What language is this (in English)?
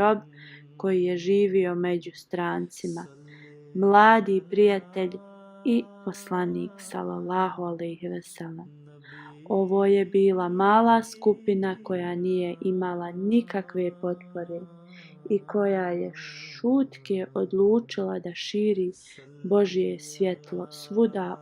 Bosnian